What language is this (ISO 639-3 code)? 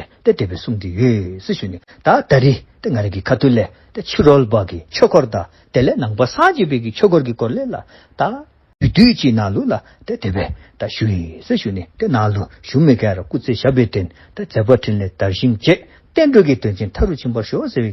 dzo